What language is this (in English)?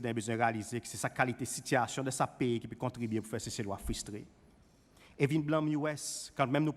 Seselwa Creole French